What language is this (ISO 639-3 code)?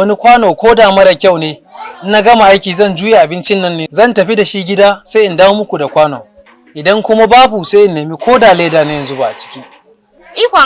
hau